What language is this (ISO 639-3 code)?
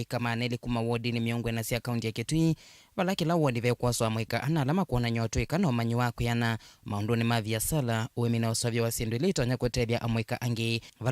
kam